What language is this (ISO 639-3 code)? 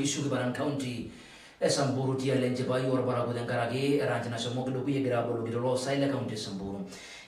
mas